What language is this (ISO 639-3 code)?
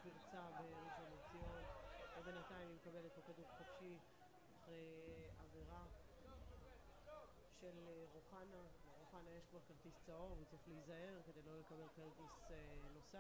heb